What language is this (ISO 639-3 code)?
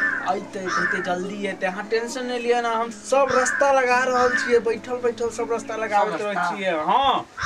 mai